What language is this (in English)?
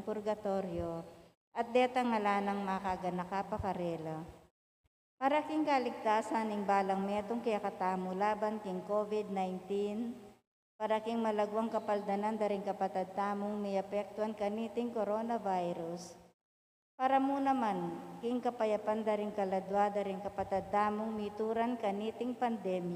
Pampanga